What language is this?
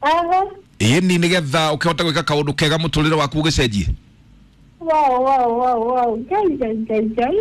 Kikuyu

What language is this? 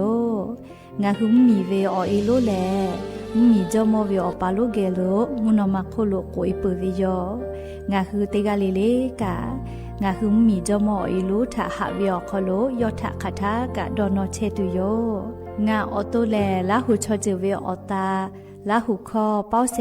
Lahu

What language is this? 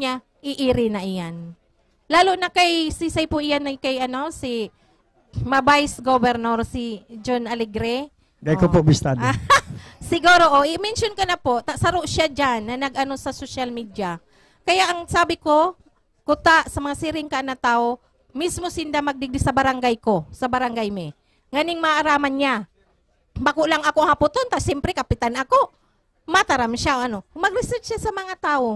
Bikol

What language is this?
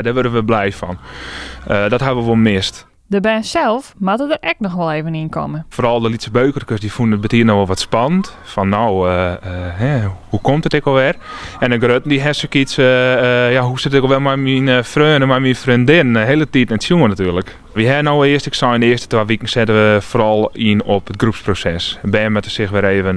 Western Frisian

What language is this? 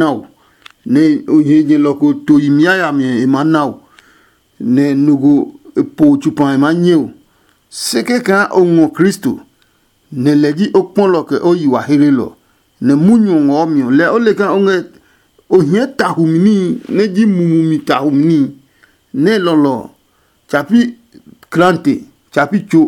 Adangme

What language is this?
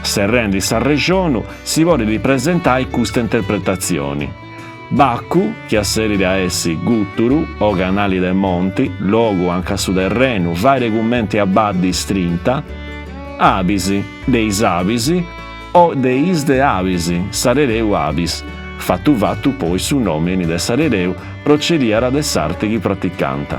Sardinian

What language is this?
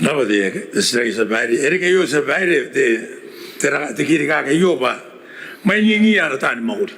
Gilbertese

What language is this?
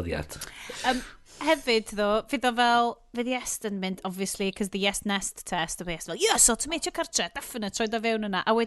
Welsh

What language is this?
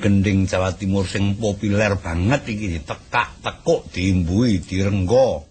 Javanese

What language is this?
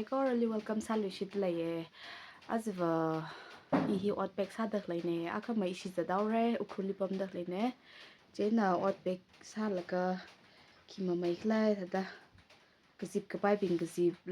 Tangkhul Naga (India)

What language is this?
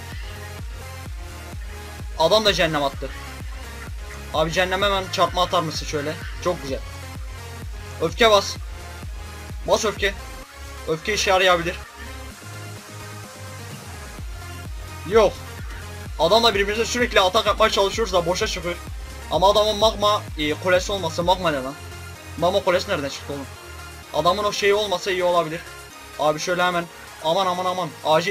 Turkish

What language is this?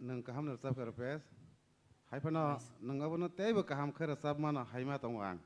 Kok Borok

